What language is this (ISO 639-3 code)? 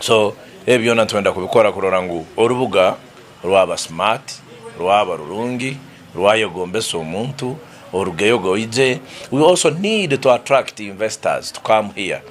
nyn